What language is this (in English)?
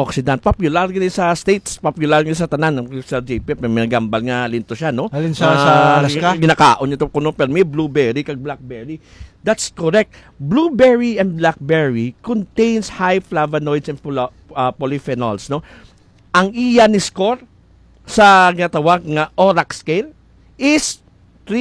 Hiligaynon